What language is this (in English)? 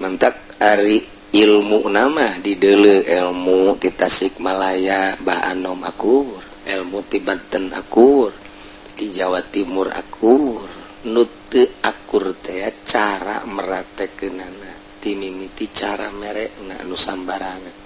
Sundanese